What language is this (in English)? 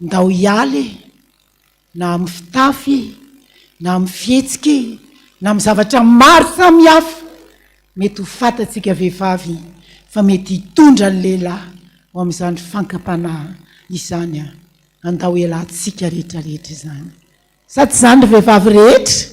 Malagasy